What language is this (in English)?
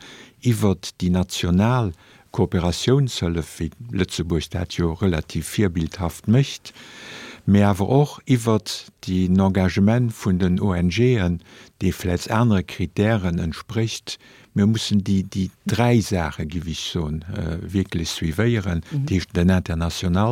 Luxembourgish